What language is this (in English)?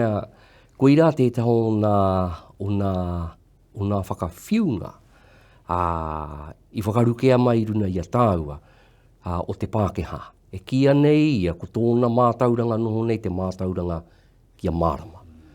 Māori